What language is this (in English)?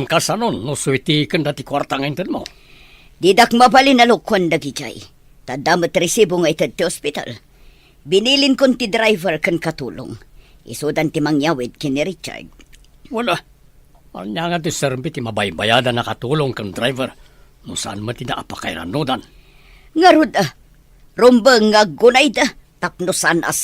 Iloko